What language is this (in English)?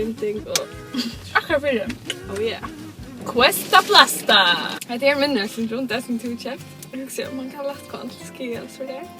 Faroese